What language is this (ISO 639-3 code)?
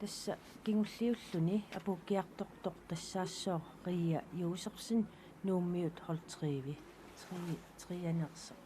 kal